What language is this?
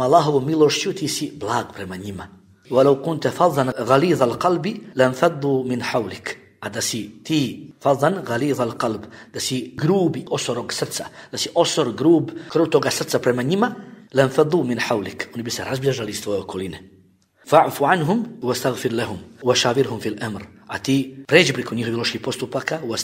Bosnian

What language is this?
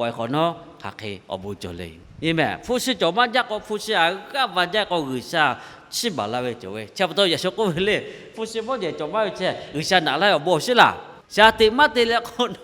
Lahu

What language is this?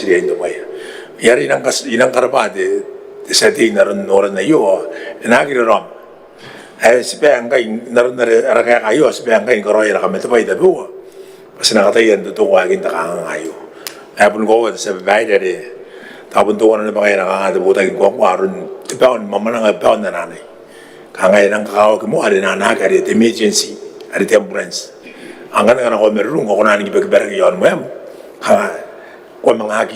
Gilbertese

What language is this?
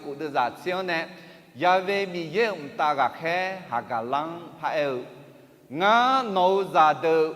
Akha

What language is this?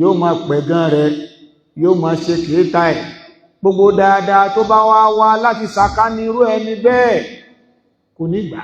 Yoruba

